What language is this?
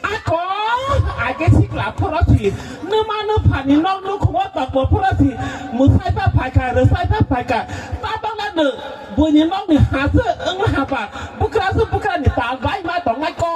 Kok Borok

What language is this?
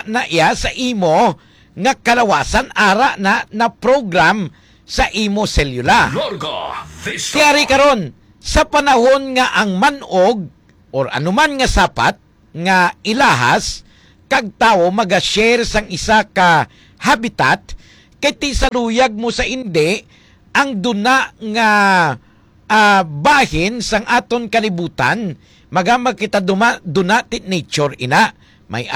Hiligaynon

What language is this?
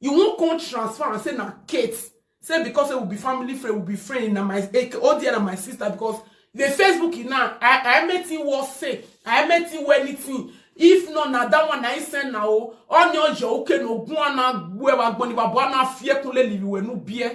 Nigerian Pidgin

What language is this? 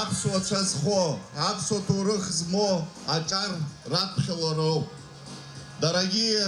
Abkhazian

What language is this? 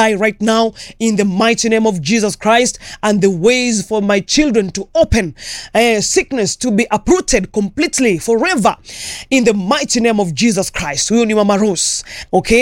Swahili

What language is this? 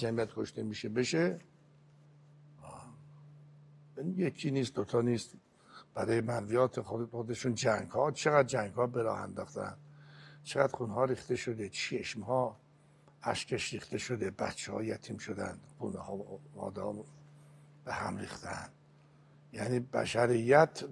Persian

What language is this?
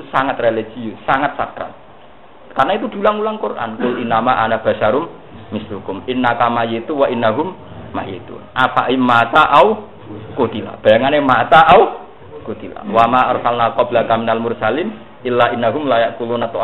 Indonesian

